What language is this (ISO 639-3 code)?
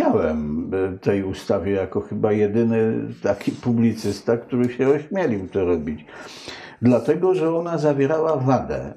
pol